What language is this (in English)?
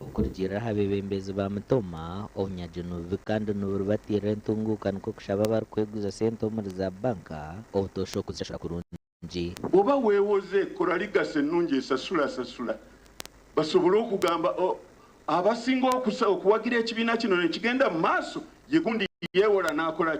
Nyankole